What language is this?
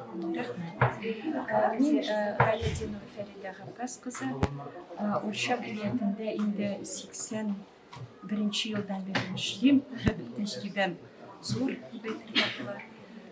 Tatar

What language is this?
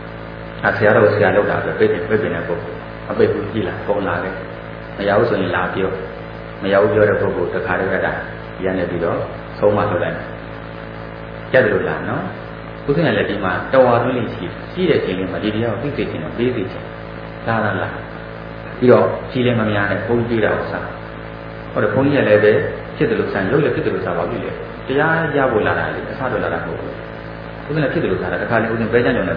Burmese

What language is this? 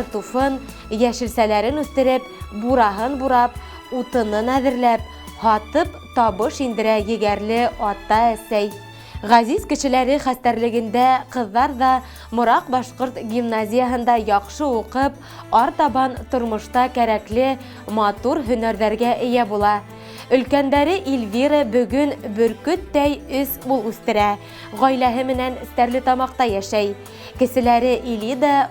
Bashkir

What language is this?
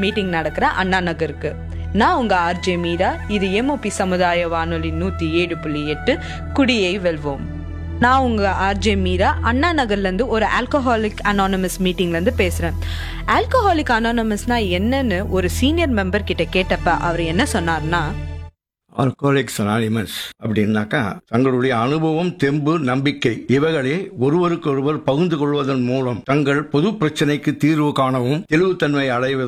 Tamil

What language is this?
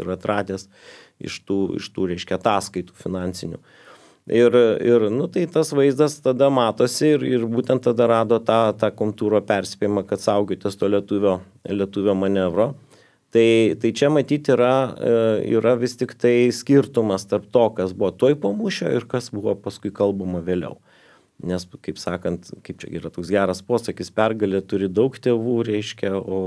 Lithuanian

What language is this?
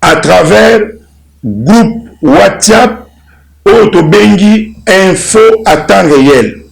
Lingala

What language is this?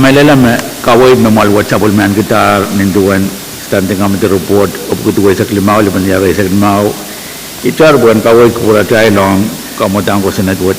Pohnpeian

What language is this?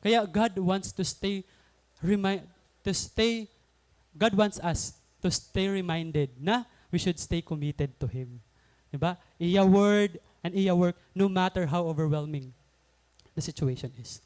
Waray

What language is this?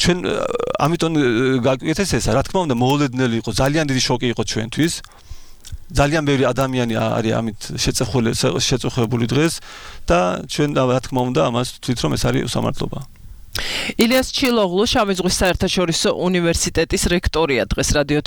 Georgian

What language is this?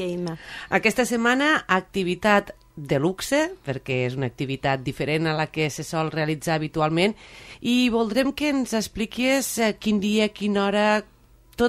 Catalan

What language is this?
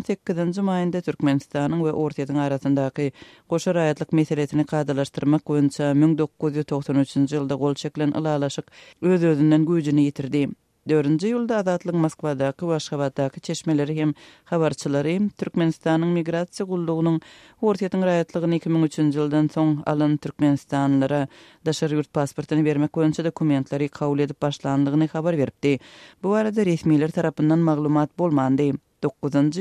Turkmen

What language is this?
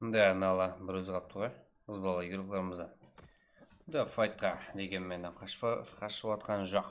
Kara-Kalpak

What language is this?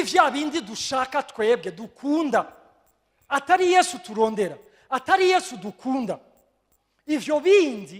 Rundi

